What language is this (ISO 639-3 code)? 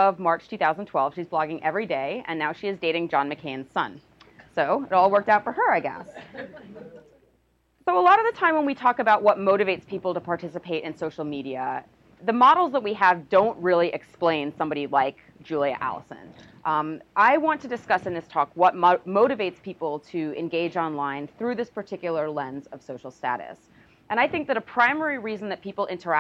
eng